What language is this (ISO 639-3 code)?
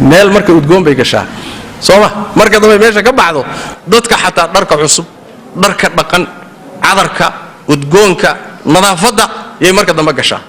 som